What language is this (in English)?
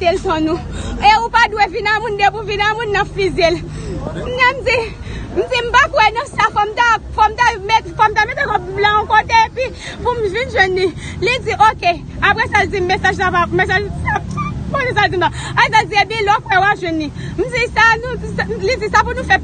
Haitian Creole